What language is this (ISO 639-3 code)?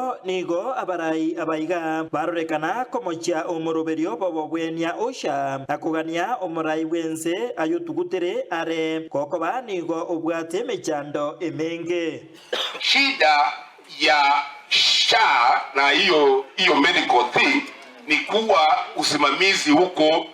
guz